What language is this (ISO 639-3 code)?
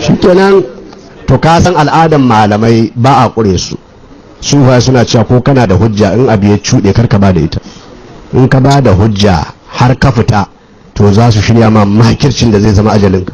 hau